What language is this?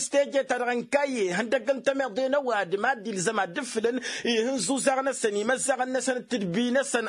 Tamasheq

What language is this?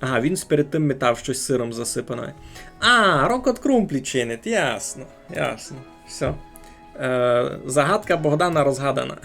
Rusyn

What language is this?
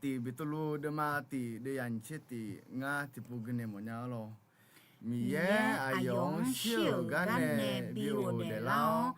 Akha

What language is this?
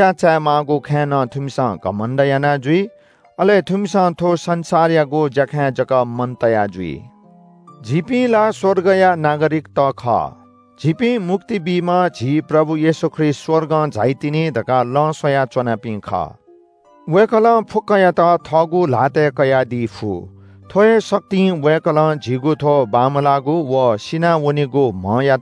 Newari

